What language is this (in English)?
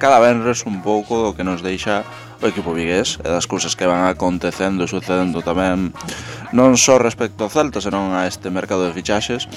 Galician